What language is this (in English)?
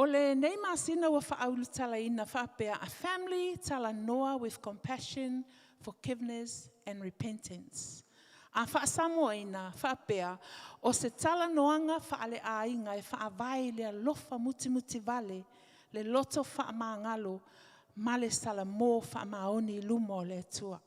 Samoan